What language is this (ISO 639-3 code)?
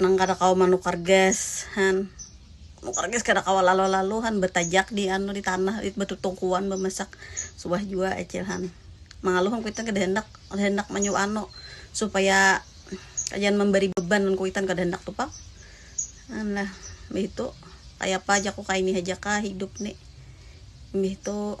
bjn